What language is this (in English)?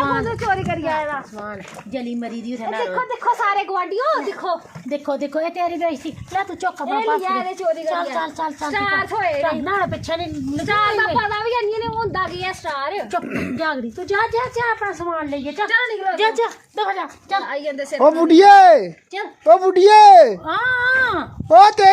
Dogri